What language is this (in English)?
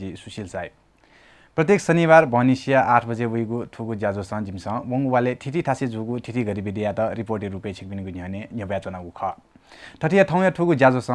Newari